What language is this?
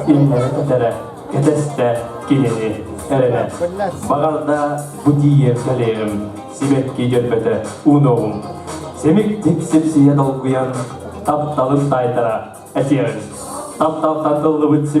Yakut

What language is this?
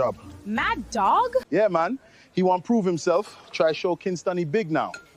Jamaican Creole English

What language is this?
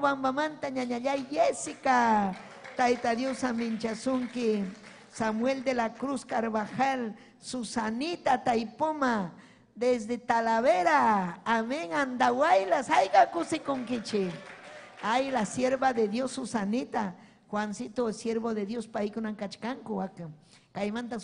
Ayacucho Quechua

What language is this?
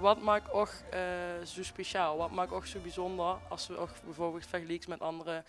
Limburgish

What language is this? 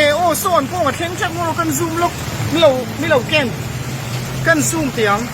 Mizo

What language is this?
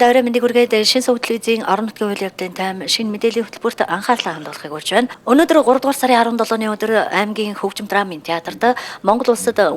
Mongolian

